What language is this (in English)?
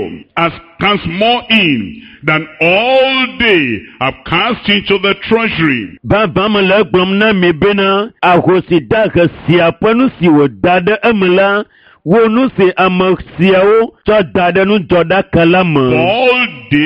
Ewe